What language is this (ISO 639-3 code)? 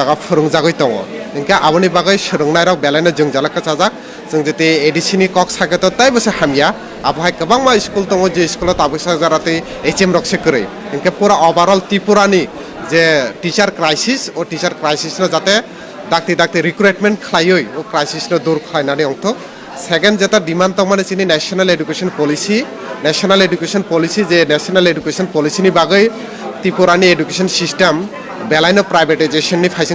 trp